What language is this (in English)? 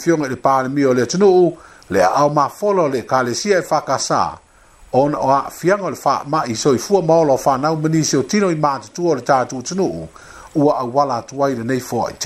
Samoan